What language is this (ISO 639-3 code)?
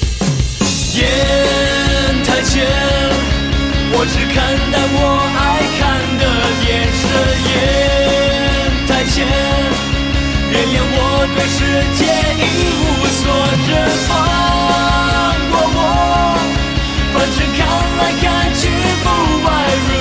zho